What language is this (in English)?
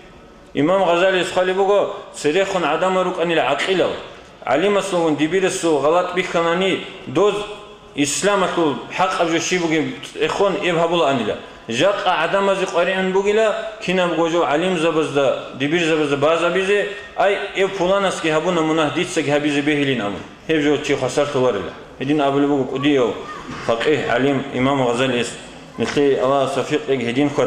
Avaric